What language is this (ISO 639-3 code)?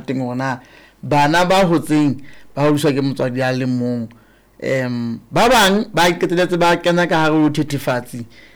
sot